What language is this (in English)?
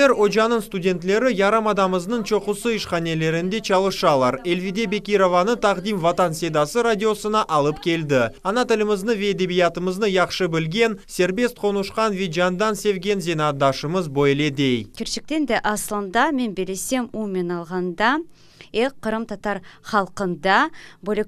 Crimean Tatar